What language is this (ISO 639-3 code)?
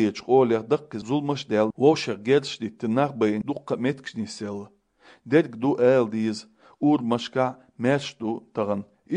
che